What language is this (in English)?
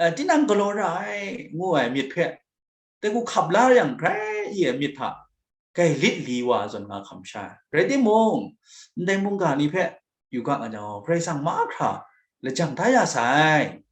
Kachin